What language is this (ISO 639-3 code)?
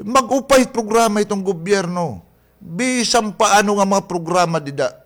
war